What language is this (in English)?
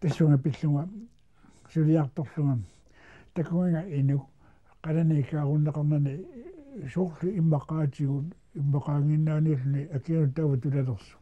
Kalaallisut